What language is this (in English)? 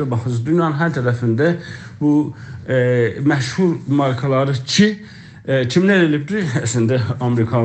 South Azerbaijani